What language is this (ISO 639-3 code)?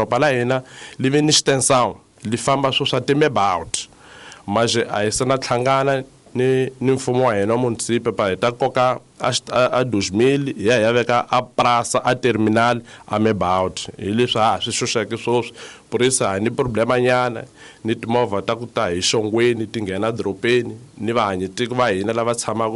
tso